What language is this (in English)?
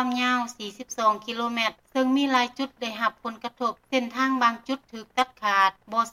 Lao